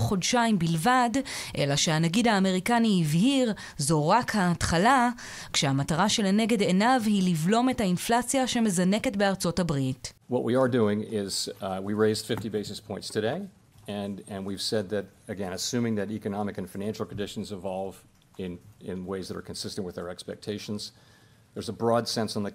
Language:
Hebrew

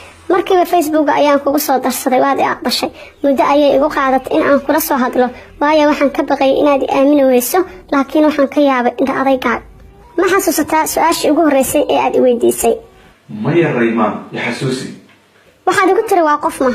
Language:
Somali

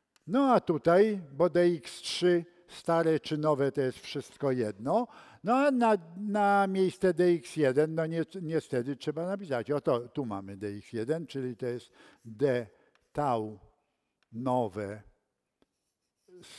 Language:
Polish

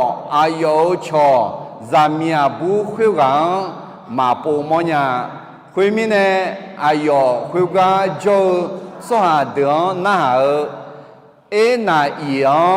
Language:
Akha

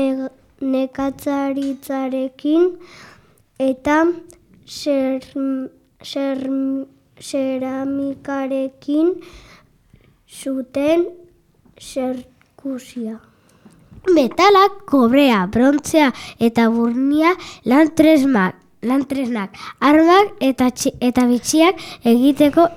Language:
Basque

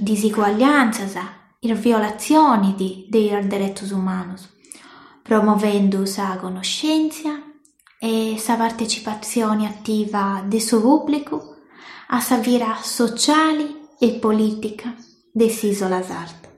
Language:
Sardinian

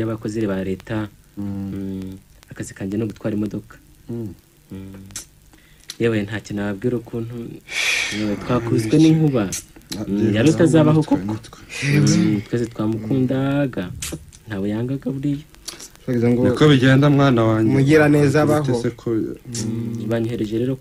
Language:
Kinyarwanda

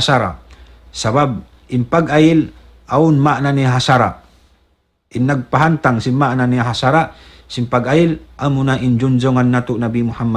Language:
Tausug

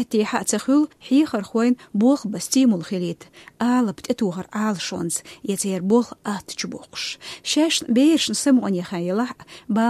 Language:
Chechen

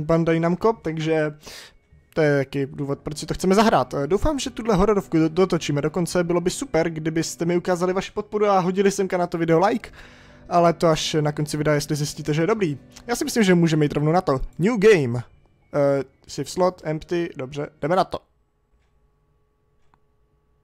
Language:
Czech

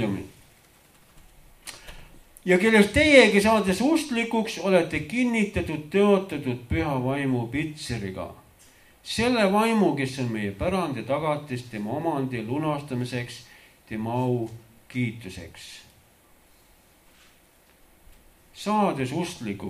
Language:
Estonian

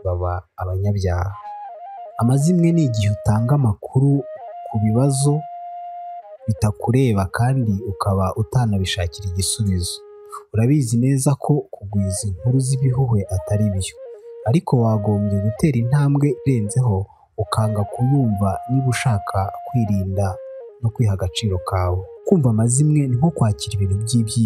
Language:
Kinyarwanda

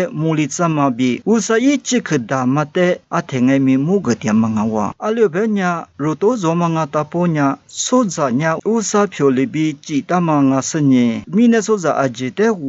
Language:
Lisu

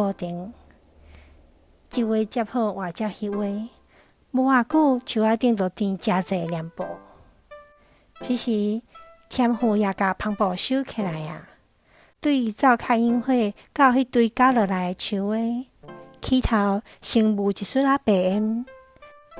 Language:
Min Nan Chinese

